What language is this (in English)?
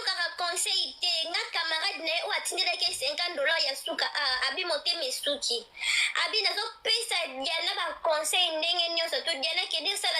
Lingala